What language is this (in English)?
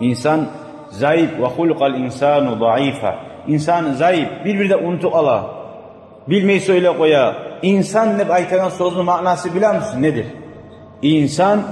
Kumyk